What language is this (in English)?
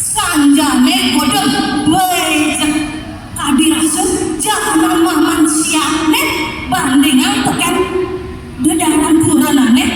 Balinese